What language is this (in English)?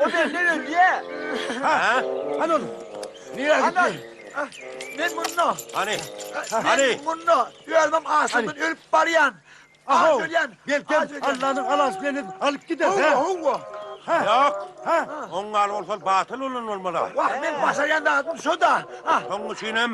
Turkmen